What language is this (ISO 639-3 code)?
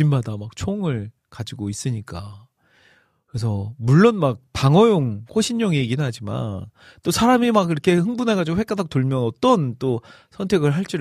kor